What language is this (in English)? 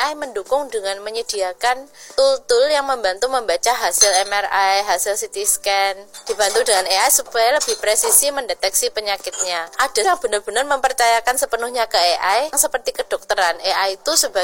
Indonesian